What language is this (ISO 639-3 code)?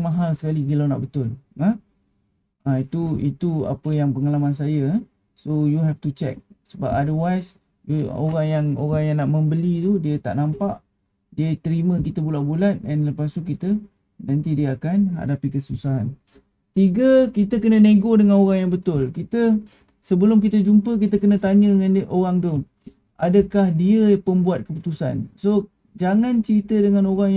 msa